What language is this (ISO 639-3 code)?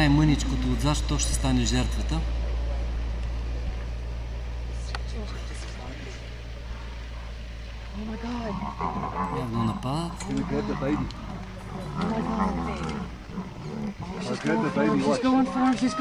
bul